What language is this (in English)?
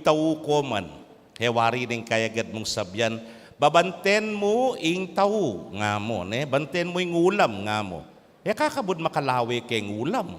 Pampanga